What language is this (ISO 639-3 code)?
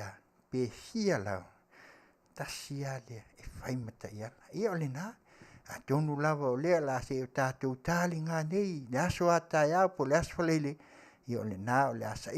smo